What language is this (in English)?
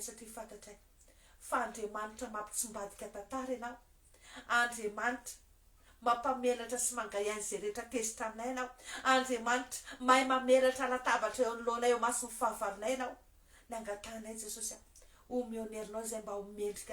Malagasy